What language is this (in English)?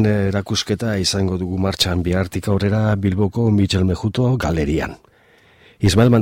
Basque